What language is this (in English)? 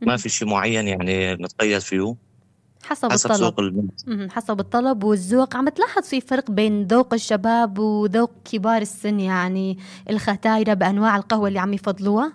North Levantine Arabic